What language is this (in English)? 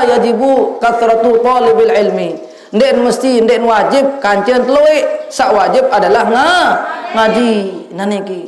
Sasak